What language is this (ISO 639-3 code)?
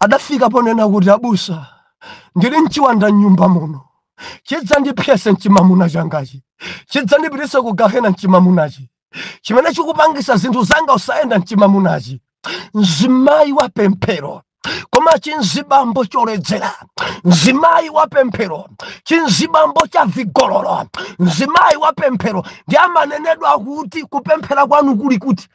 nya